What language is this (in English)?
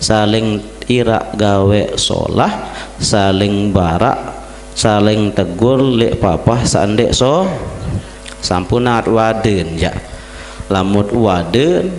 Sasak